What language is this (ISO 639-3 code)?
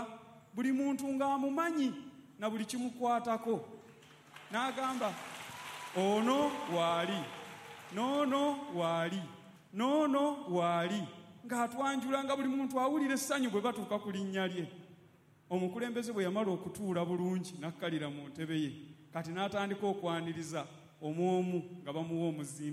lug